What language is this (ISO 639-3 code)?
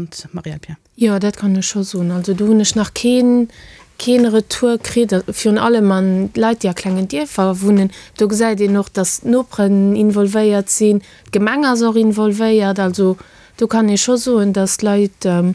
ltz